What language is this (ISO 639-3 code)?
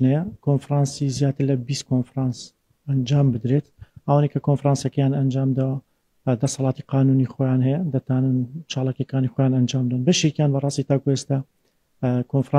ckb